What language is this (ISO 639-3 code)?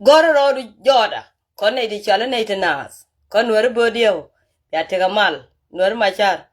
nus